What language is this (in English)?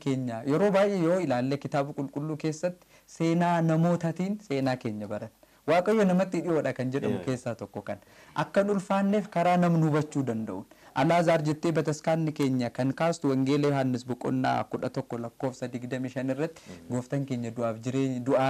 Oromo